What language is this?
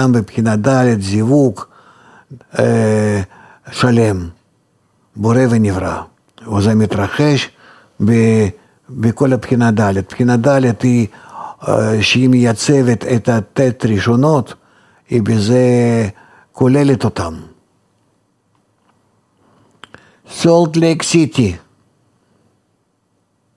Hebrew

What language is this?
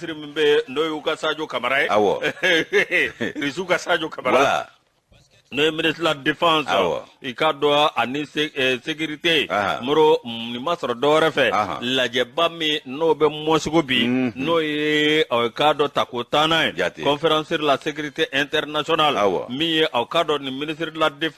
Bambara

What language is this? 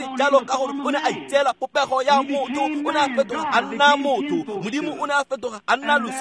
Tswana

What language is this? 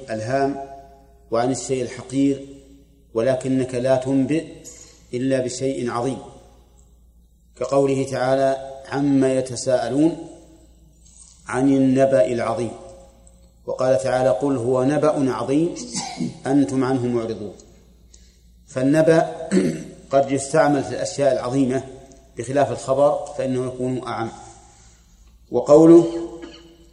Arabic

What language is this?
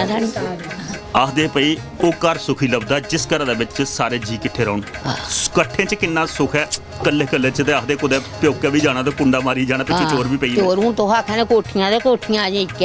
Dogri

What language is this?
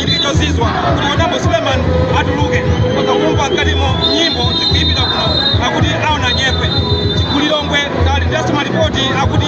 Nyanja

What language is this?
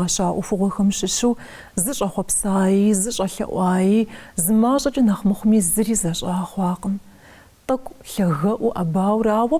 Kabardian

